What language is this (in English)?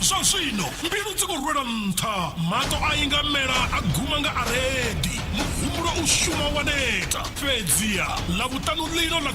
Venda